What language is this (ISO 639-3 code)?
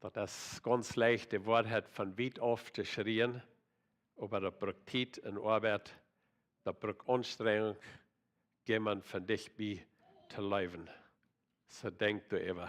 pdt